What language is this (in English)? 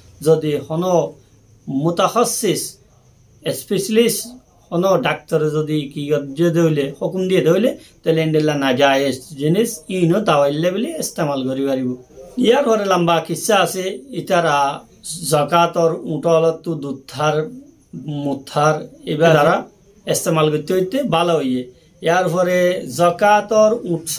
Rohingya